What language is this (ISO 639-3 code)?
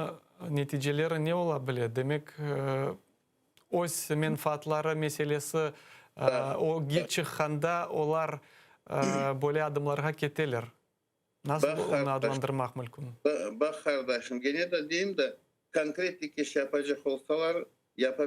crh